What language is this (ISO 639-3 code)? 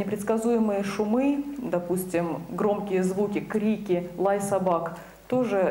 rus